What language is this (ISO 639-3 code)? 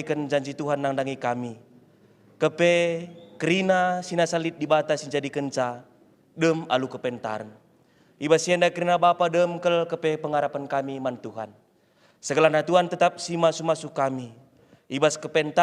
btx